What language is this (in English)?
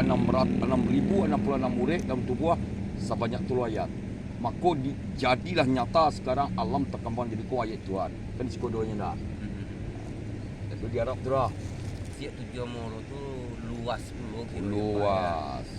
Minangkabau